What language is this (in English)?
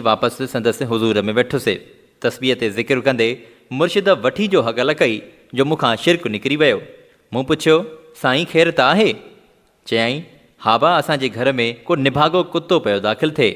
Sindhi